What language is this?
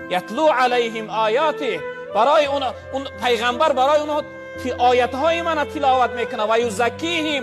Tajik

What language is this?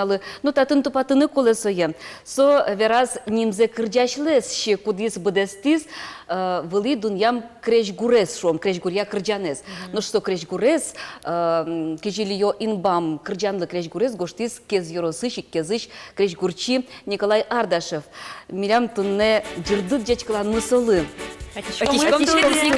Udmurt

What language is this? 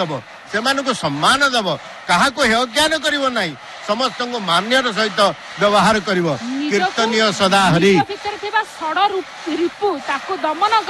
Odia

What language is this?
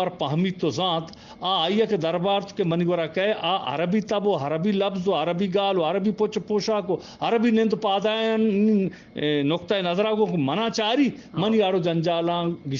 Eastern Balochi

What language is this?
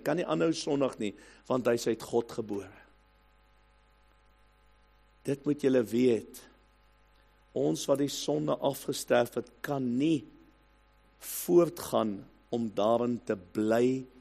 Afrikaans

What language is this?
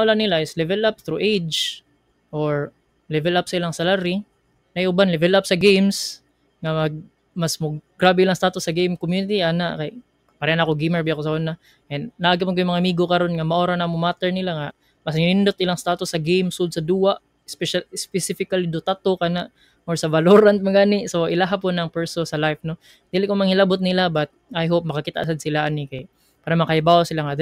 Cebuano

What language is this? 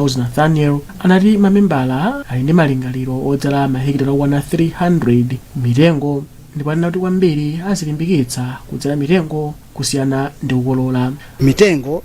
Nyanja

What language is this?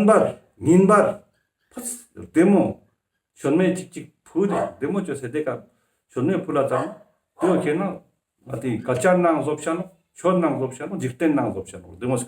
Ladakhi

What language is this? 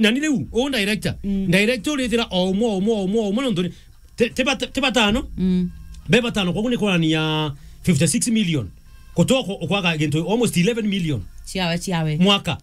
Meru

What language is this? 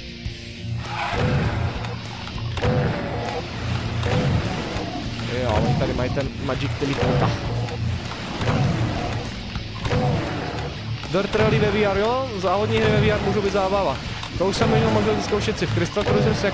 Czech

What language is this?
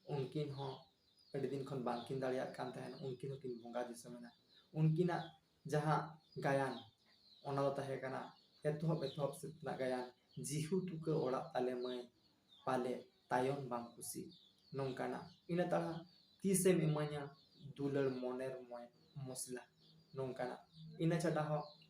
Santali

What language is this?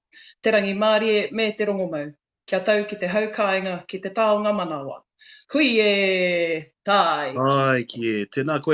Māori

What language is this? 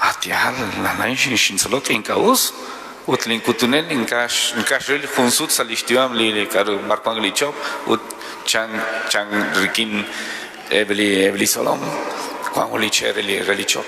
Kekchí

